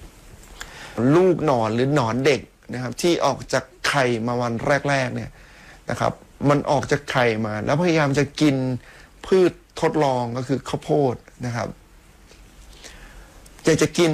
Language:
Thai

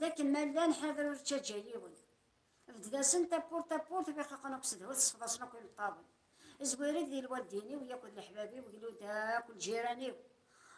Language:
Kabyle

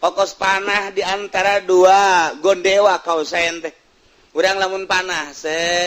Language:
Sundanese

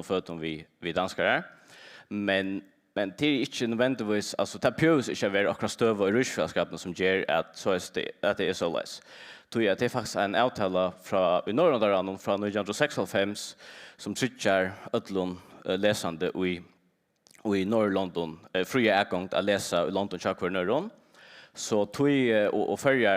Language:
Faroese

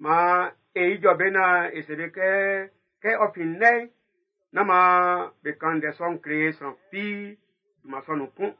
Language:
Baoulé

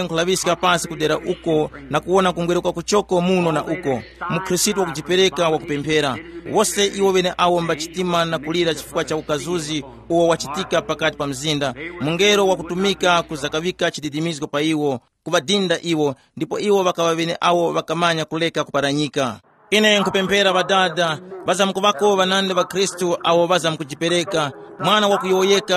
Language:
Tumbuka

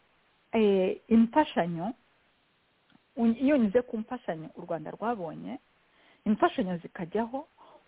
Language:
Kinyarwanda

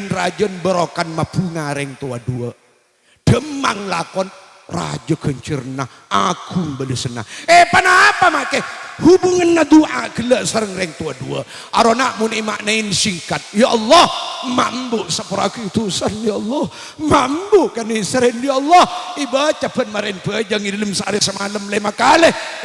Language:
Madurese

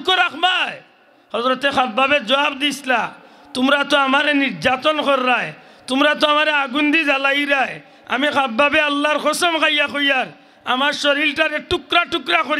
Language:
Sylheti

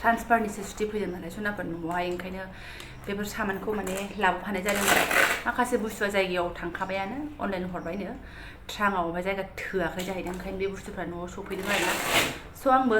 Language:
Bodo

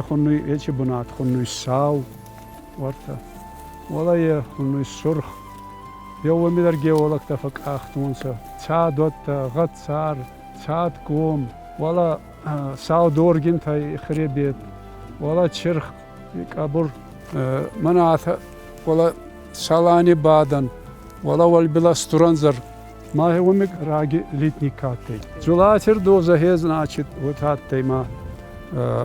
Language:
Ossetic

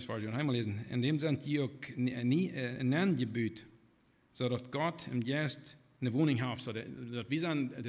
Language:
Plautdietsch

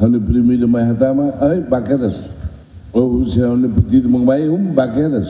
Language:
Tetum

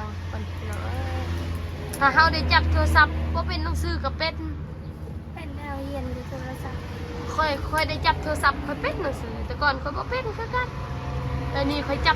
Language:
Northeastern Thai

